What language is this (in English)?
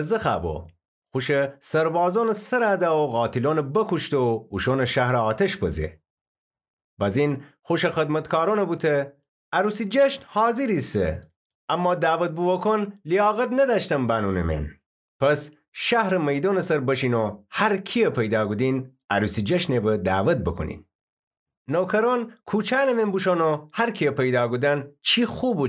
Gilaki